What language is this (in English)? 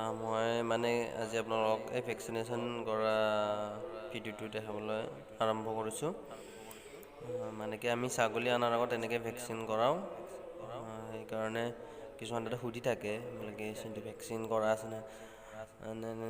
Assamese